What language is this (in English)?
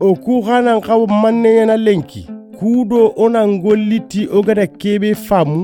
Soninke